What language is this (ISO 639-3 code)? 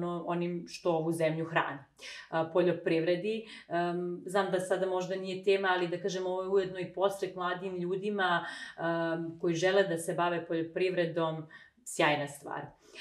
hrv